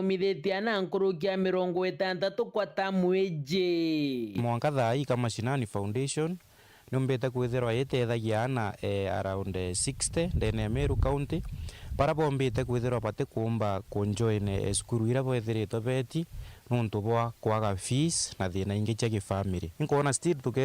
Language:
Meru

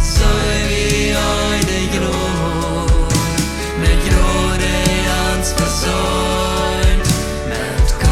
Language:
Plautdietsch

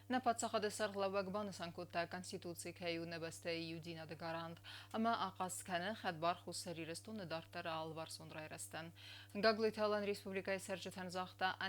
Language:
Ossetic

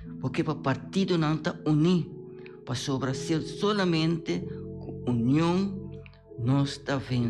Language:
Papiamento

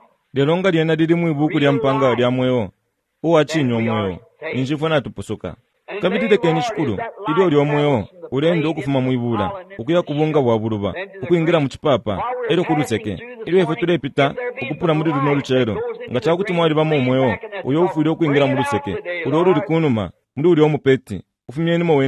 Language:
Bemba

